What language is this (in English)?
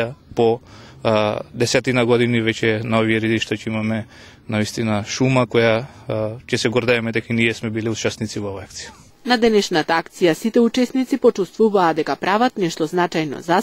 Macedonian